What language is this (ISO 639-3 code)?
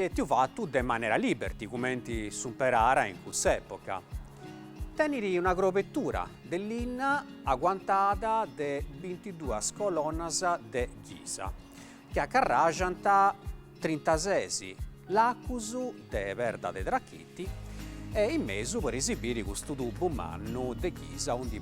srd